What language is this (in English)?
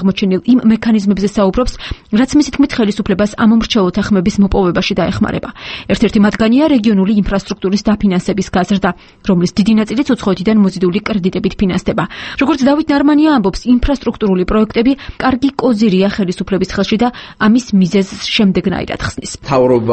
Georgian